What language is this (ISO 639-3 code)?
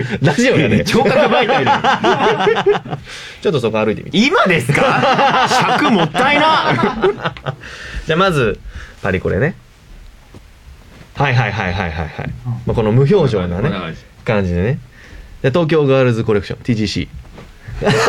jpn